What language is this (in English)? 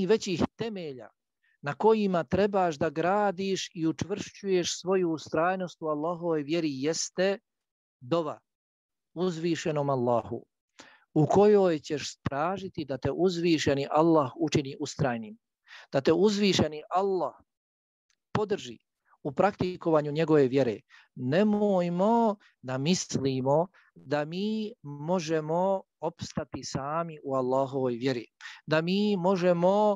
Bosnian